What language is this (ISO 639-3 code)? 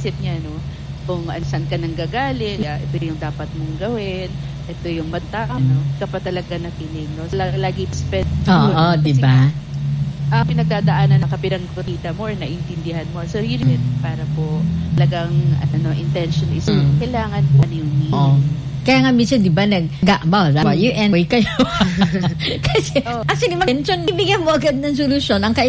fil